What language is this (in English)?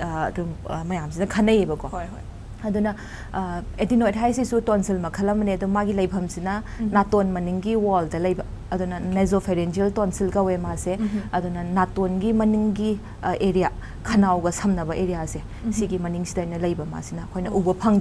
Manipuri